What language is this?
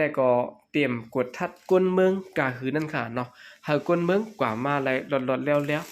Shan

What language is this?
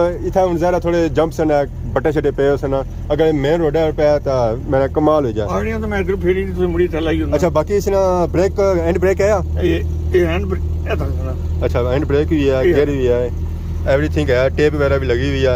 Pahari-Potwari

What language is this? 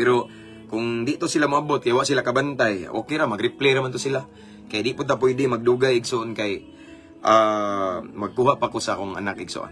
Cebuano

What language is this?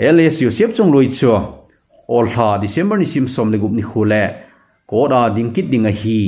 Thado Chin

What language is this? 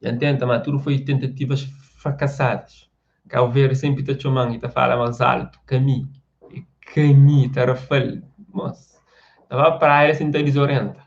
Kabuverdianu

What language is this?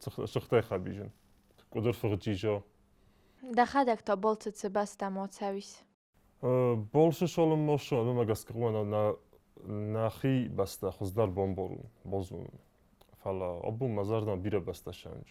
Ossetic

